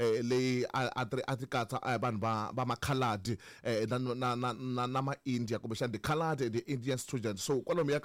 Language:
Tsonga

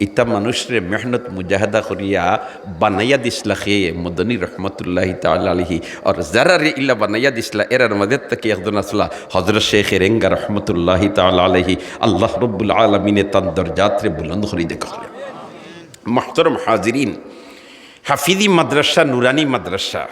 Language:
Sylheti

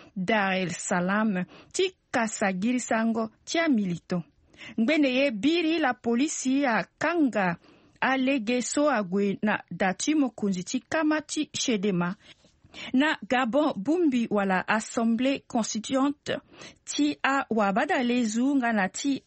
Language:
Sango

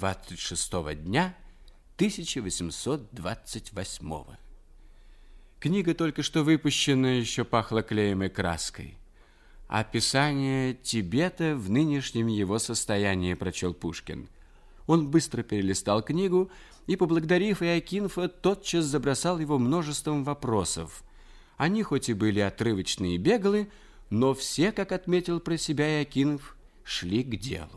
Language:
Russian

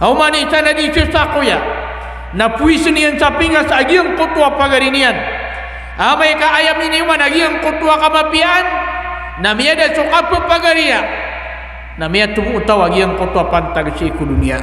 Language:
Maranao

